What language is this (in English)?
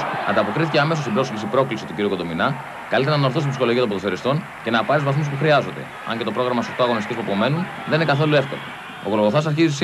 Greek